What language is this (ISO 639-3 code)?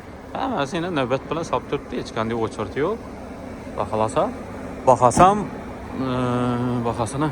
uzb